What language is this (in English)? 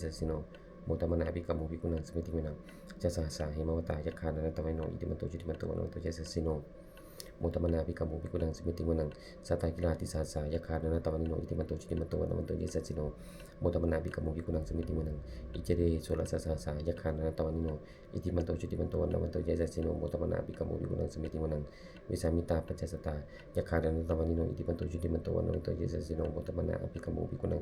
Pali